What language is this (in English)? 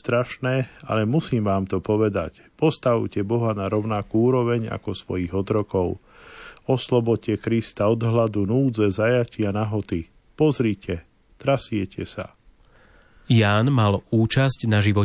Slovak